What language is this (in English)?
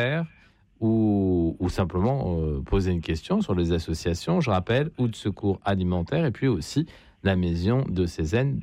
French